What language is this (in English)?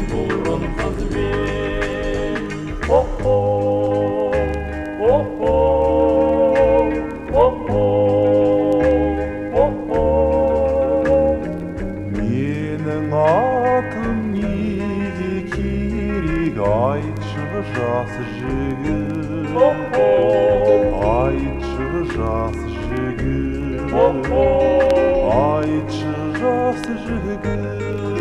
Kazakh